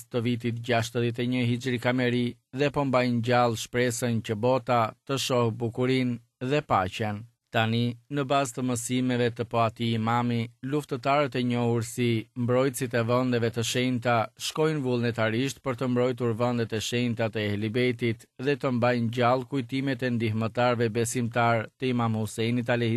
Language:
Albanian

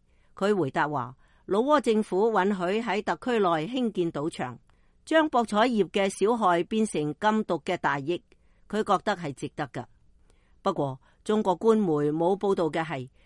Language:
Cantonese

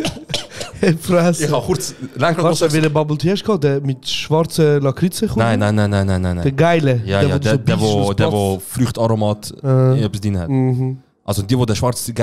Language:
Swiss German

